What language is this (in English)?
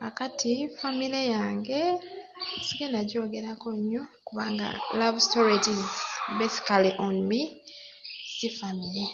Ganda